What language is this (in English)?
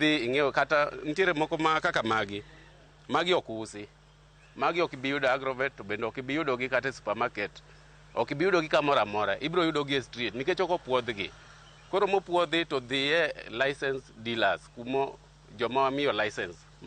Luo (Kenya and Tanzania)